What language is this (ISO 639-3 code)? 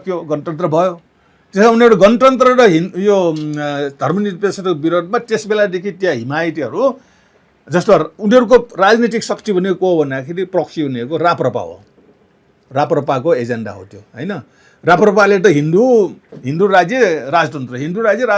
nep